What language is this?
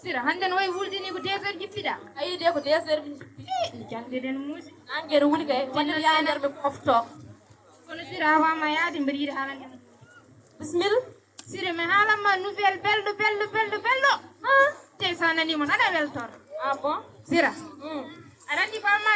Fula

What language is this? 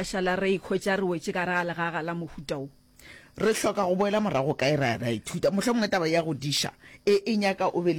Northern Sotho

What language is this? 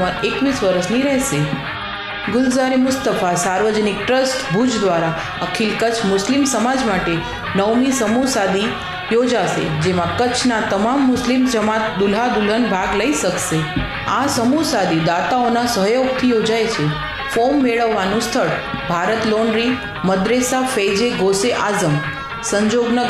Gujarati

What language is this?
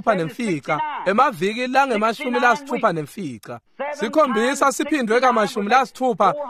Swati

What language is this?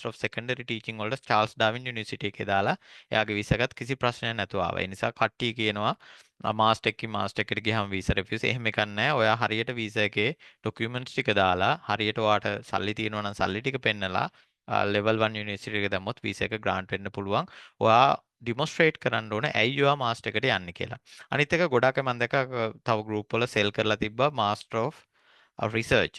Sinhala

